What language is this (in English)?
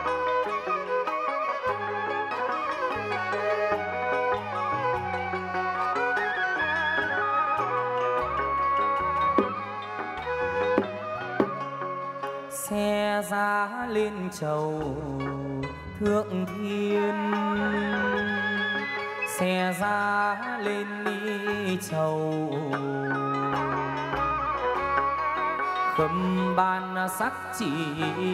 Vietnamese